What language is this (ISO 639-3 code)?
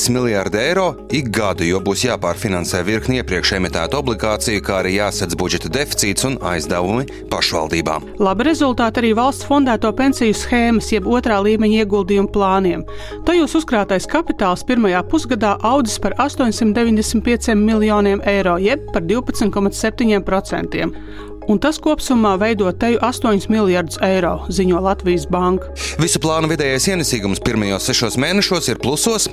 lav